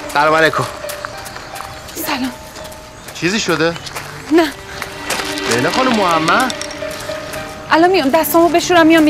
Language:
Persian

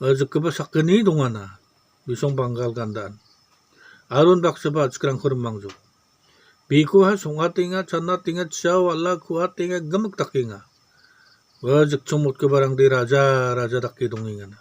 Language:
Garo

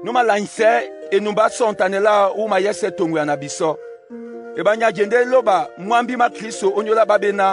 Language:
Duala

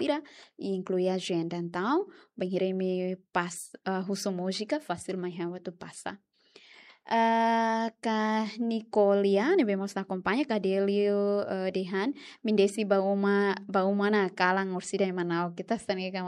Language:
Tetum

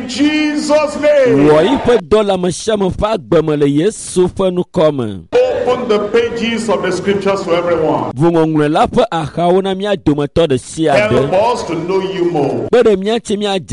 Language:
Ewe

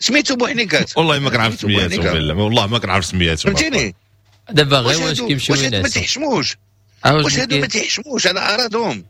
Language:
Moroccan Arabic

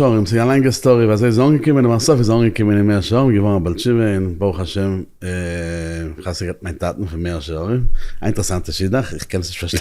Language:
Yiddish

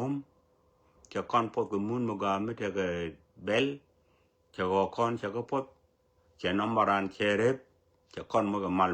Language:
Nuer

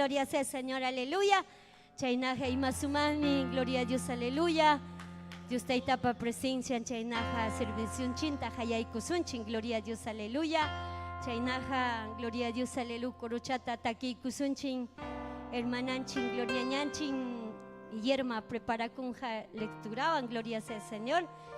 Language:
Ayacucho Quechua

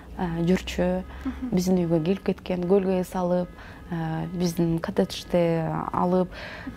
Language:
Kyrgyz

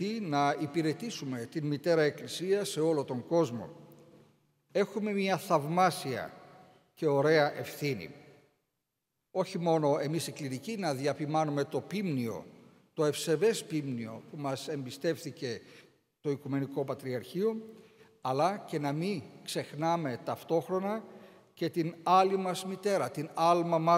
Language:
Greek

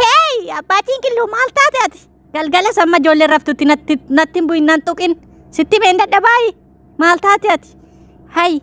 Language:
Oromo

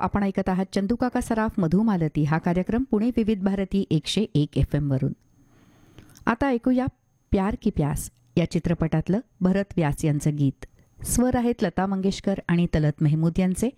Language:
Marathi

